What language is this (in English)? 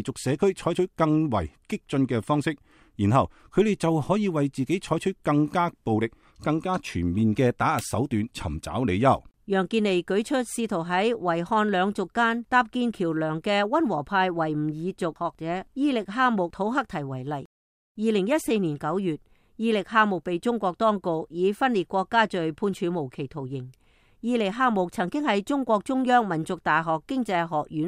Cantonese